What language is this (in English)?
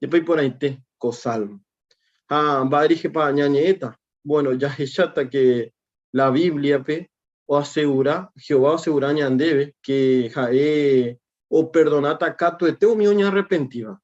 Guarani